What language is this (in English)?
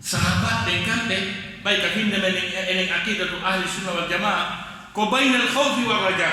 Fula